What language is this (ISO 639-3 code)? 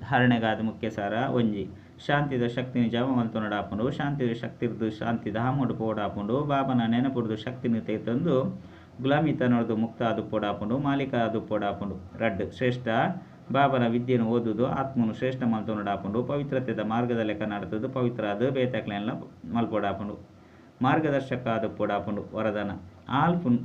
tcy